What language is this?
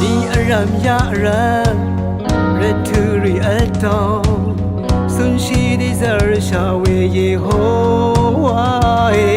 Rawang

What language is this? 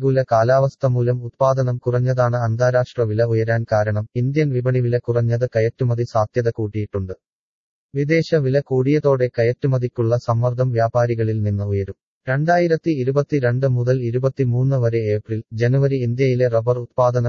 Malayalam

